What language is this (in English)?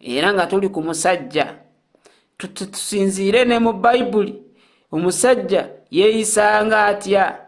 Ganda